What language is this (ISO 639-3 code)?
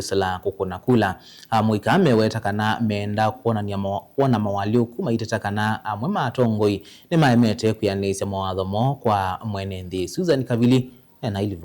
kam